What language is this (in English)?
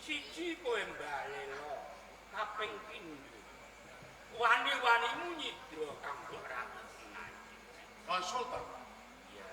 Javanese